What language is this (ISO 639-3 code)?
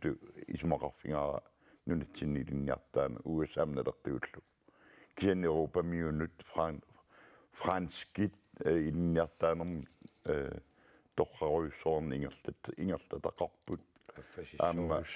kal